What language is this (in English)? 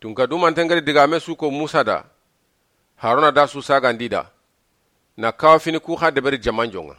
Soninke